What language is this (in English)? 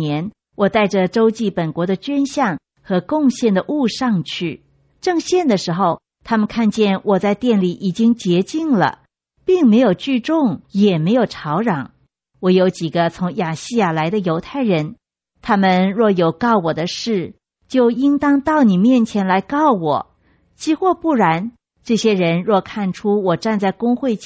Chinese